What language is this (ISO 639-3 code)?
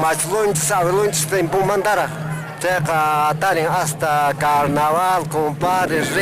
que